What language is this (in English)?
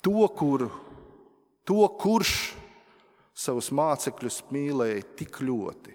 Latvian